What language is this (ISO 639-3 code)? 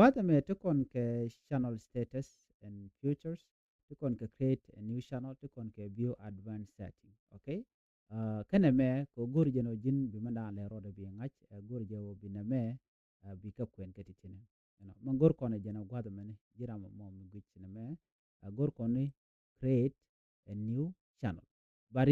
nus